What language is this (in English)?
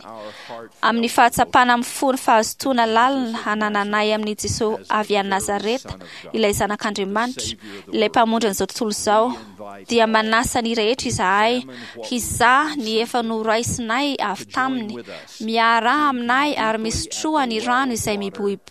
Malagasy